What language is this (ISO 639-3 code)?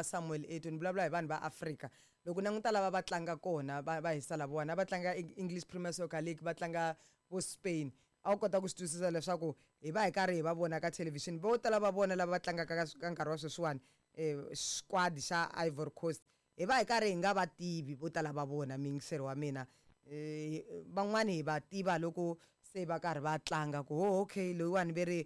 tso